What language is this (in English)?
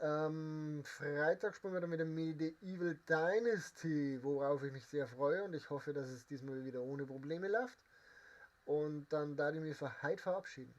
Bavarian